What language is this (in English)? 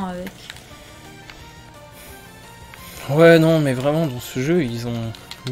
French